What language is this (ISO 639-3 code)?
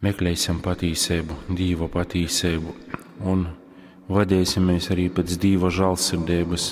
ltg